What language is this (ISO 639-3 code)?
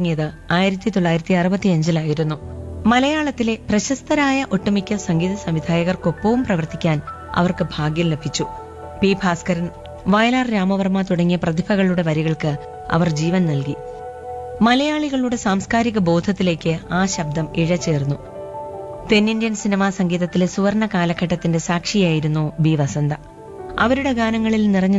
mal